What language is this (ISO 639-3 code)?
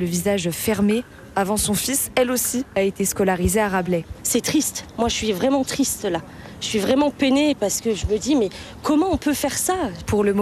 fra